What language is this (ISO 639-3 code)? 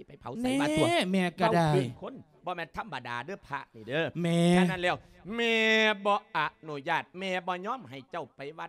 lao